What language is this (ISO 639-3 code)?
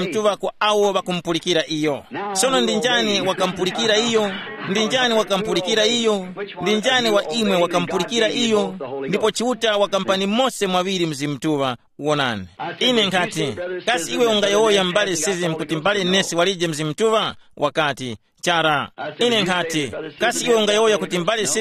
tum